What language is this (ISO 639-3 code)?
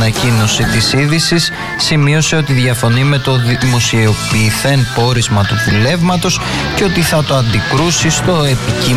ell